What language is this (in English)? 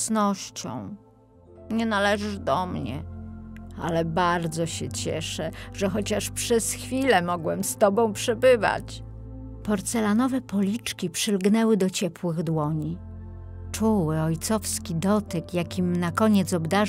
Polish